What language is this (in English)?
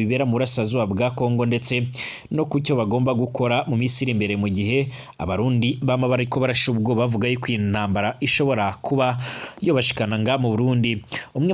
Rundi